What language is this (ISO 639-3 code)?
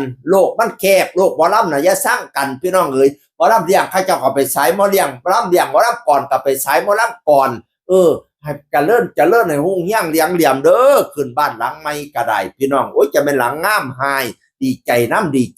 tts